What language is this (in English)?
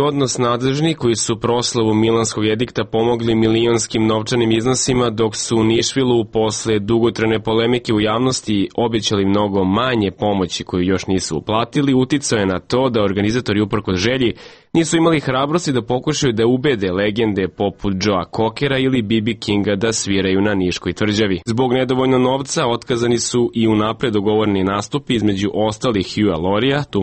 Serbian